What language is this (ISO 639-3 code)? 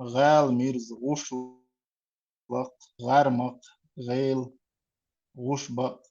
che